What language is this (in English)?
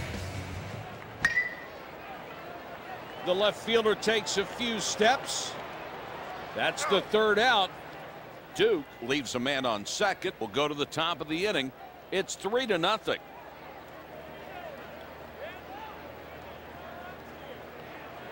English